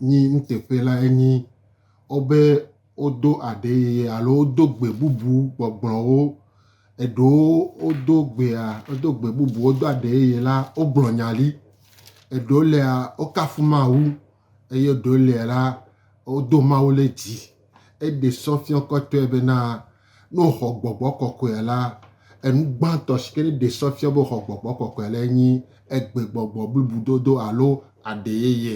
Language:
Gen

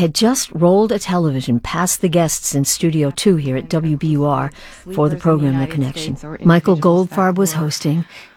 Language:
English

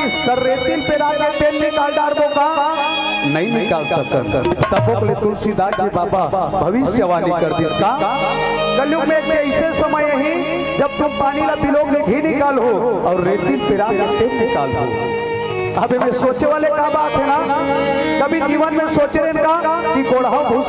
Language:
Chhattisgarhi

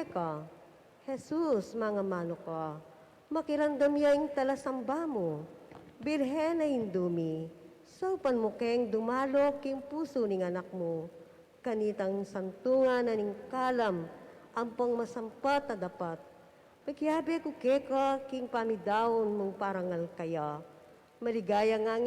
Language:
Pampanga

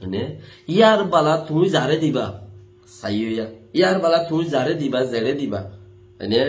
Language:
Rohingya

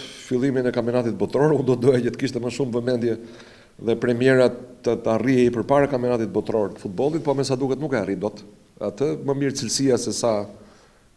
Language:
Albanian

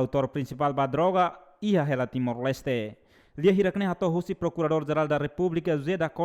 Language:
Tetum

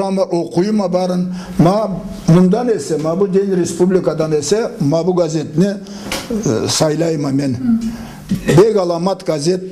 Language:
Karachay-Balkar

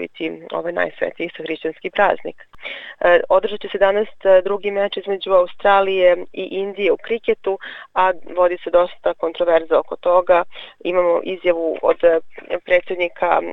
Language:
Serbian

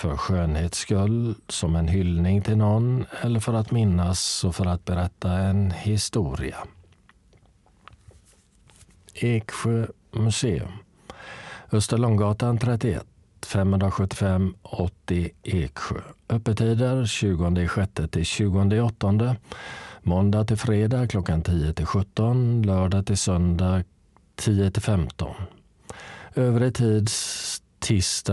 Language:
Swedish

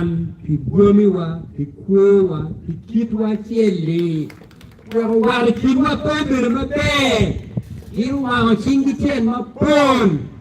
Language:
Acoli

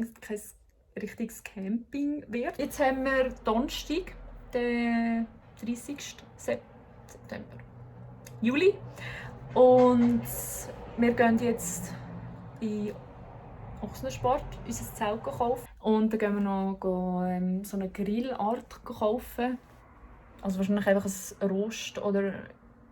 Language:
Swiss German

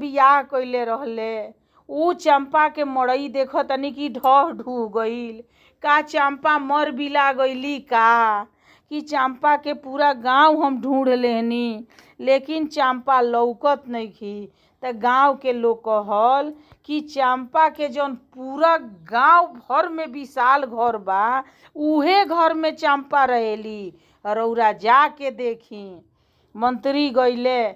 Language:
Bhojpuri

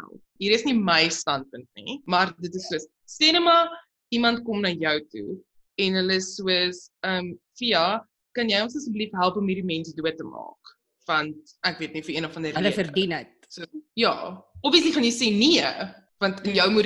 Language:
Afrikaans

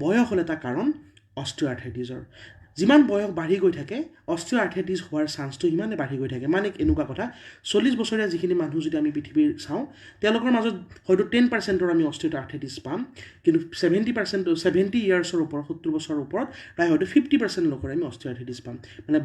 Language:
Assamese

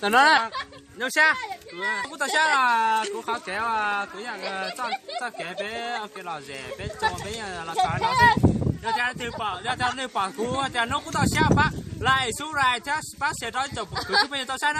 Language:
Hmong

